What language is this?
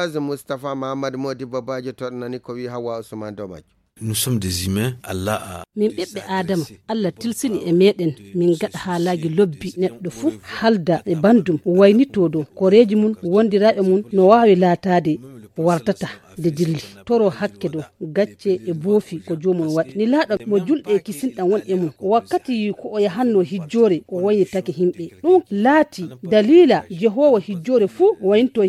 Fula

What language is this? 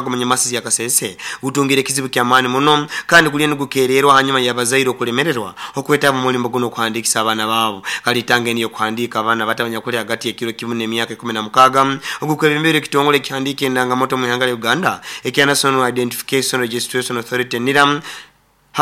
Nyoro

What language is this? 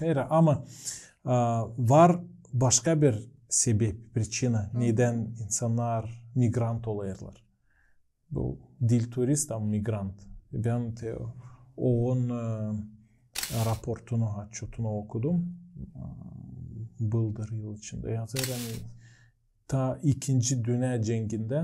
Gagauz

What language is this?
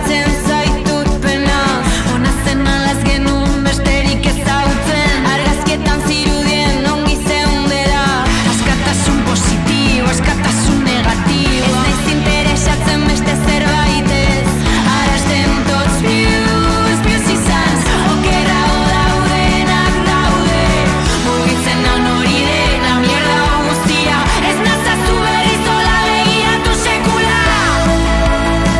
Basque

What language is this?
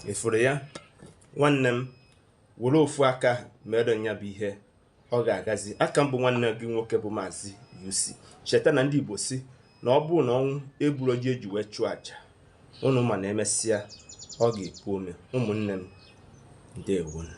Igbo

